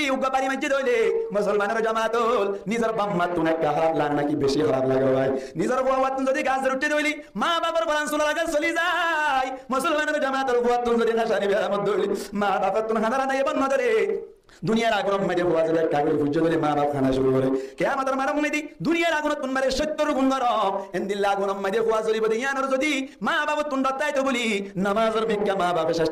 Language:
Rohingya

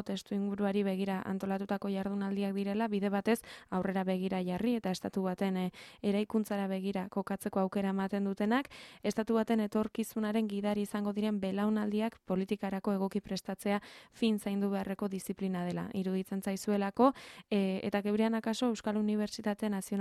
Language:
Basque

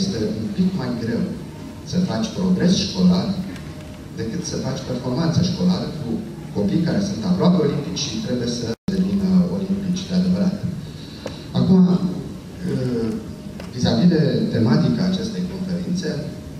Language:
Romanian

